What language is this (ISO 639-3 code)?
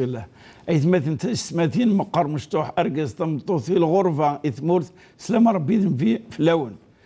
kab